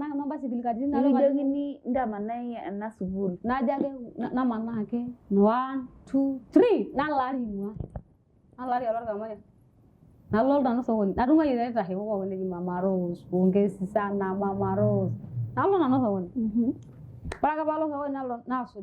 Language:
Masai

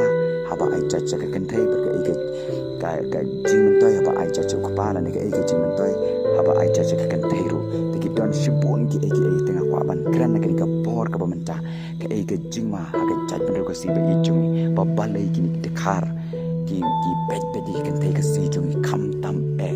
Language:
Khasi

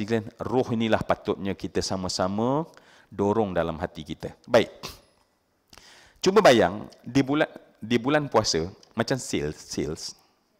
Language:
Malay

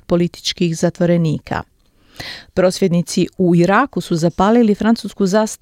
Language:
Croatian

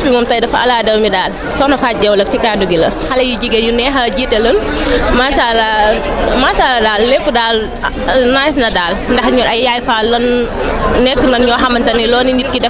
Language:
Wolof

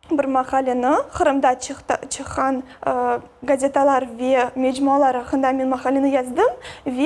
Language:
Crimean Tatar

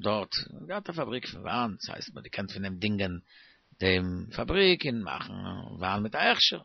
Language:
Yiddish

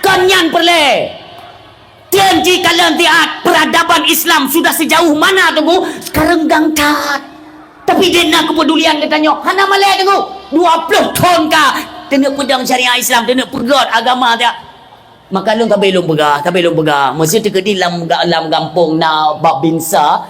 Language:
Achinese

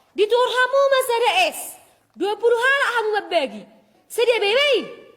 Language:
Batak Toba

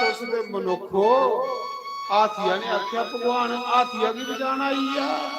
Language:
Dogri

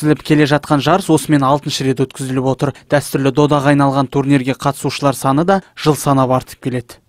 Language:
Kazakh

